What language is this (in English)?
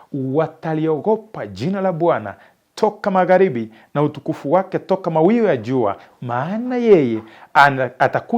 Swahili